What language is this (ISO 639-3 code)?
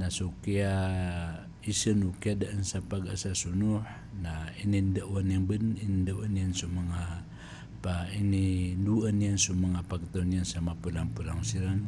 mrw